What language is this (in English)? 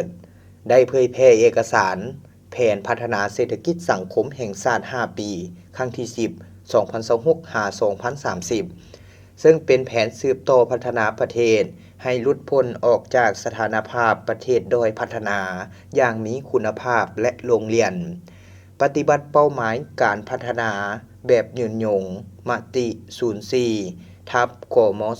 Lao